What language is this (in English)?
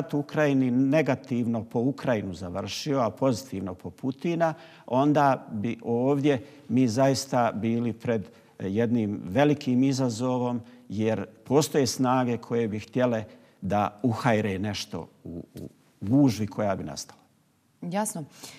Bosnian